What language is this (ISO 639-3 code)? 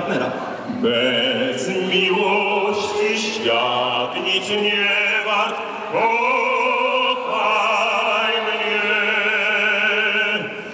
pol